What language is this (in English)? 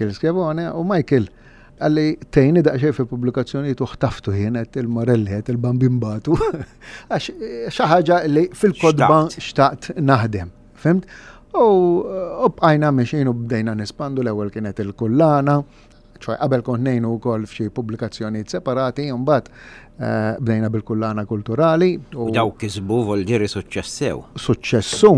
Maltese